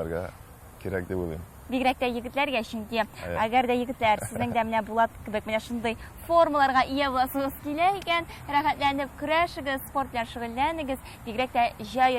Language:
Tatar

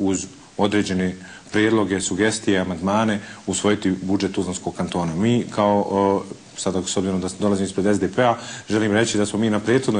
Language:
Bosnian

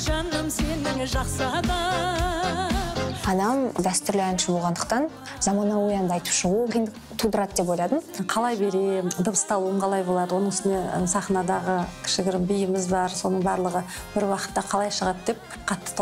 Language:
Kazakh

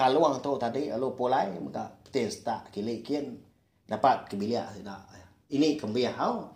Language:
Iban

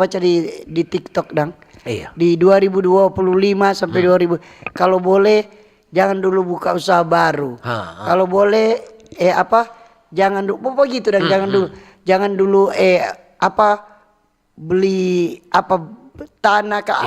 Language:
Manado Malay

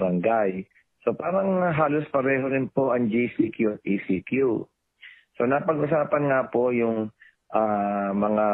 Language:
Filipino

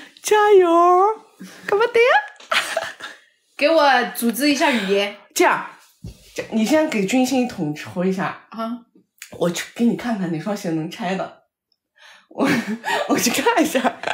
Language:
Chinese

